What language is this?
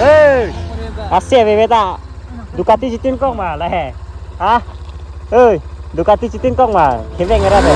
Karbi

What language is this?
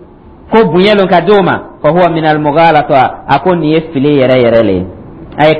Dyula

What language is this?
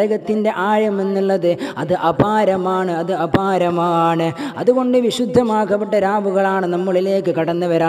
Malayalam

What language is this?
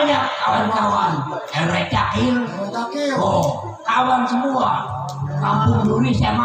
Betawi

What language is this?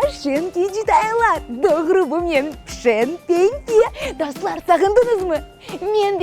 Crimean Tatar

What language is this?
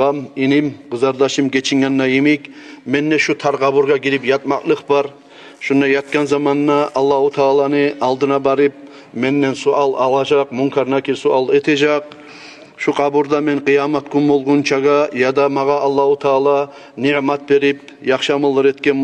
Kumyk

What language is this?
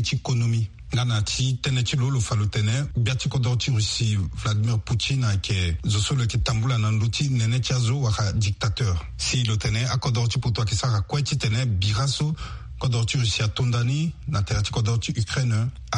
Sango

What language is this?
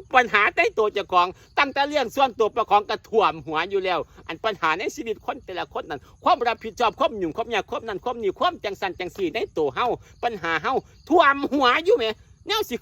Northeastern Thai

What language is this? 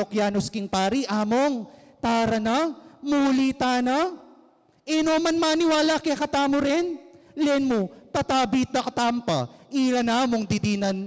Pampanga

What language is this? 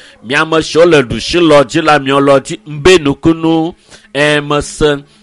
Ewe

